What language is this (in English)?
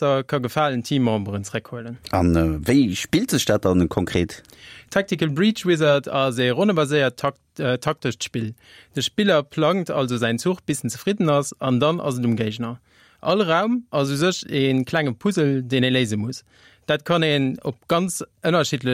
Luxembourgish